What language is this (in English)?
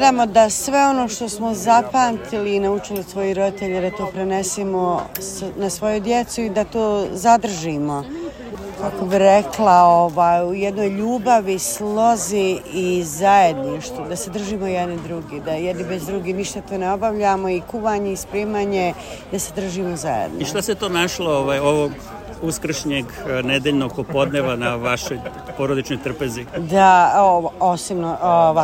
Serbian